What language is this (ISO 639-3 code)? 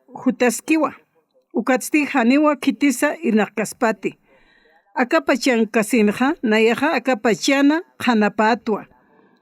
aym